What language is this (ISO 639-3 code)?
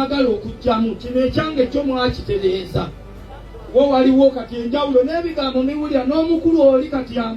lug